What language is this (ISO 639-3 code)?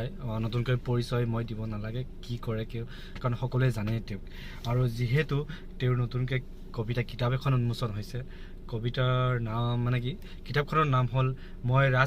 asm